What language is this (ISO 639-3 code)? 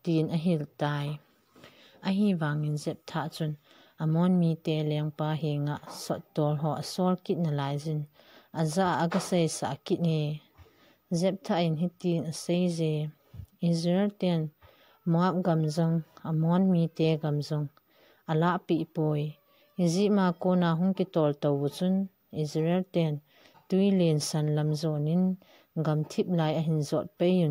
tcz